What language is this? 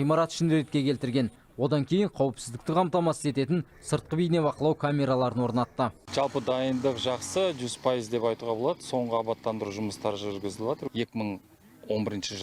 Kazakh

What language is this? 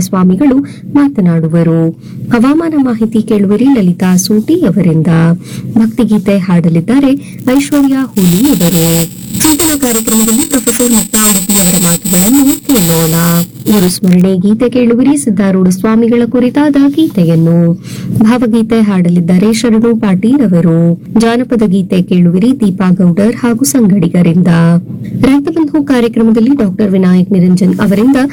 Kannada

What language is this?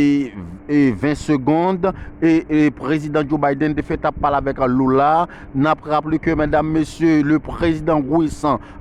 Haitian Creole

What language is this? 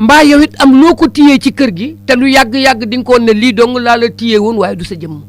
Wolof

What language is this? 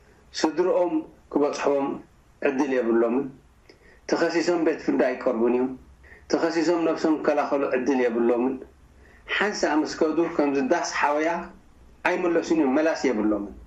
Tigrinya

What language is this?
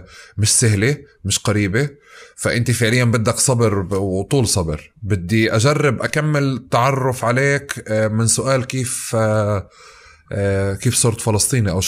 North Levantine Arabic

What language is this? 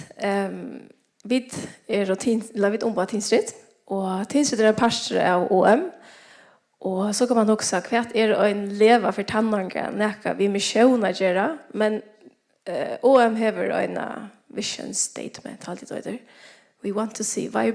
Faroese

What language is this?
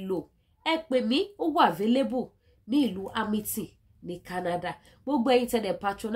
Yoruba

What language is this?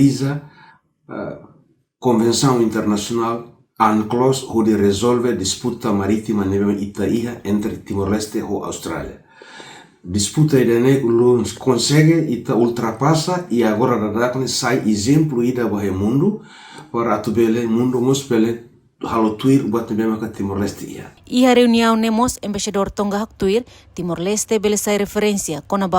Tetum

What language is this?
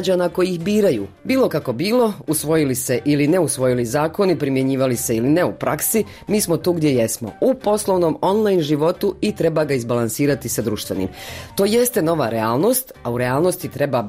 Bosnian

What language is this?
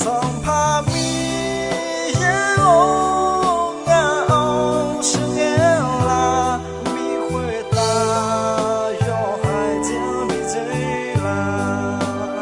Akha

